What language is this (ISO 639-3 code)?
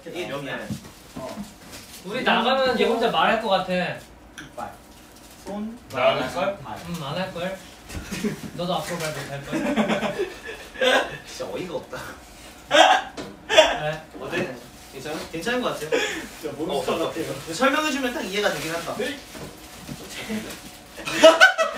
kor